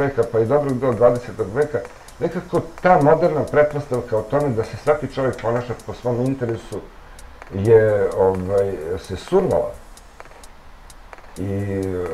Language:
Serbian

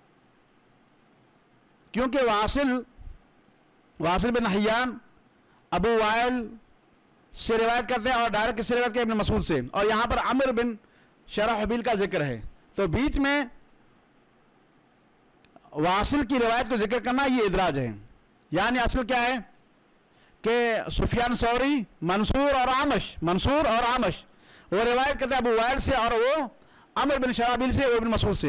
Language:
Urdu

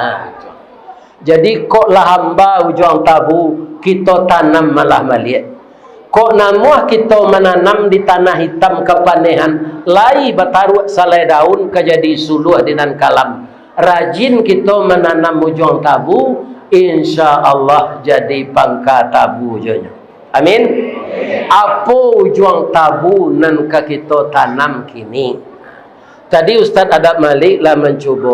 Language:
Minangkabau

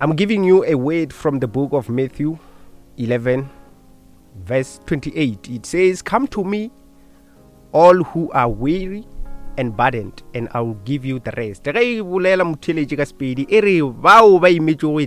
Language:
Northern Sotho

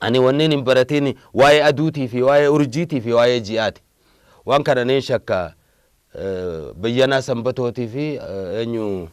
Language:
Oromo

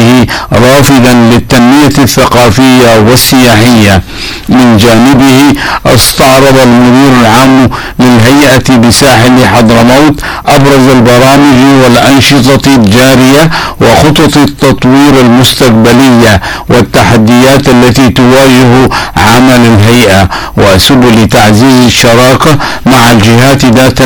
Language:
Arabic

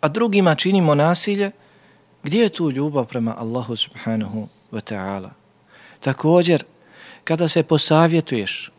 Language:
Bosnian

